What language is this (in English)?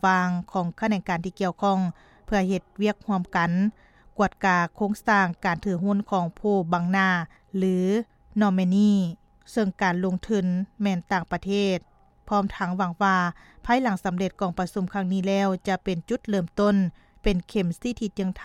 Lao